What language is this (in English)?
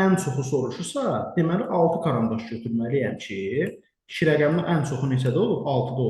Azerbaijani